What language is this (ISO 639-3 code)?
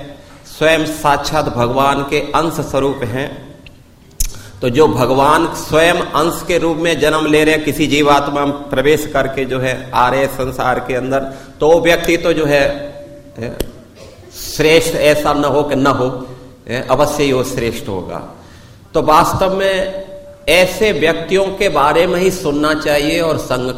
hin